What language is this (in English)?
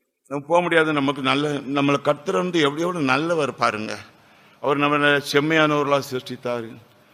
Tamil